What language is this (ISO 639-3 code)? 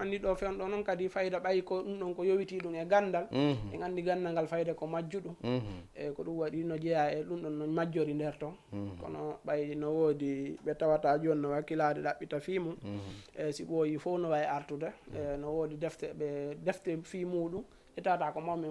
ful